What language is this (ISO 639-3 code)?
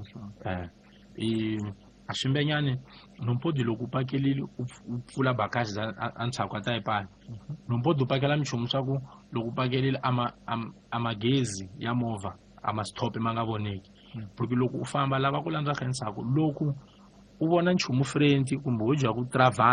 tso